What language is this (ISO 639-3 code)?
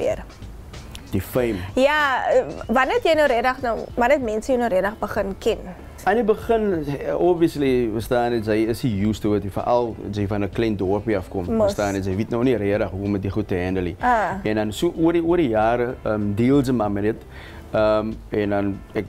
afr